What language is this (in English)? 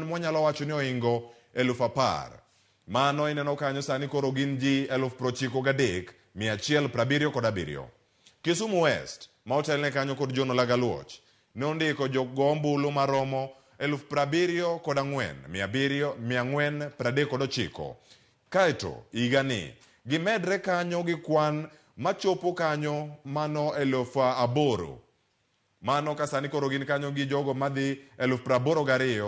Luo (Kenya and Tanzania)